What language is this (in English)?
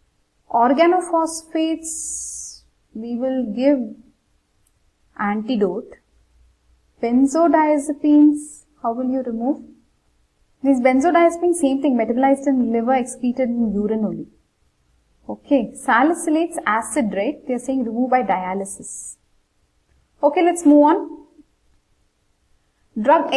English